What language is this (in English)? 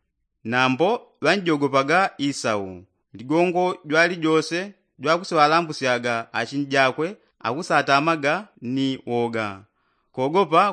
Yao